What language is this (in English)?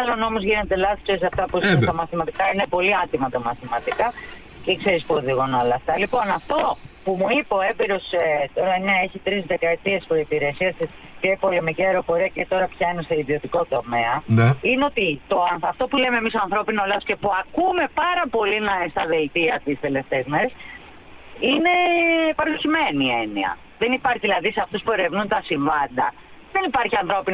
Greek